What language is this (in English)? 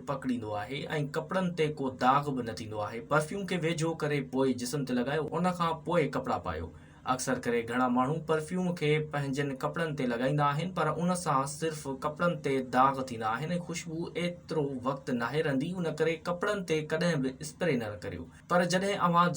Sindhi